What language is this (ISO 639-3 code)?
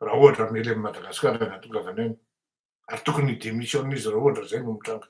mlg